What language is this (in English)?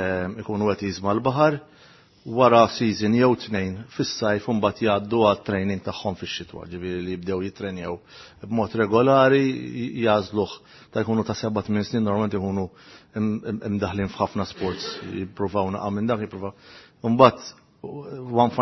Maltese